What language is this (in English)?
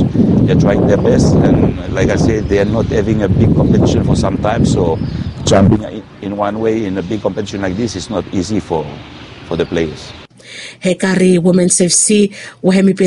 Bislama